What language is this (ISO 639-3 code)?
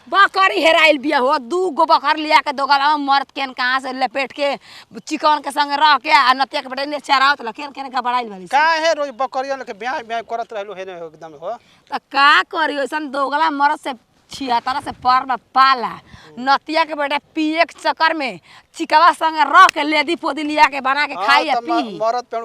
bho